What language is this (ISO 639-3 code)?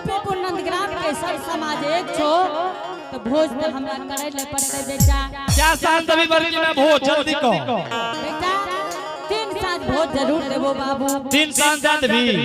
anp